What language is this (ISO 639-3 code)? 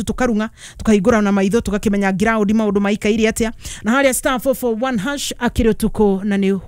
kik